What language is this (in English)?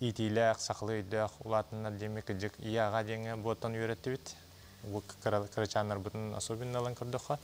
Yakut